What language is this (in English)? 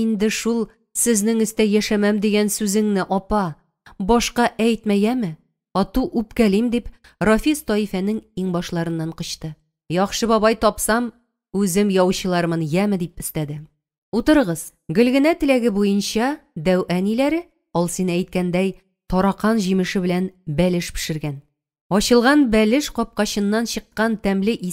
Tatar